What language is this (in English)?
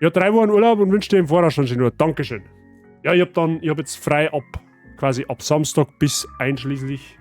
Bavarian